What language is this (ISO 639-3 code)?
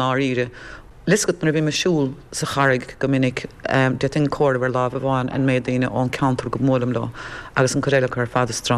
gle